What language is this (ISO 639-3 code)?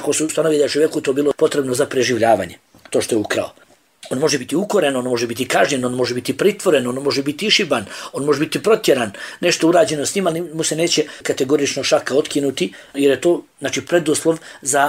bos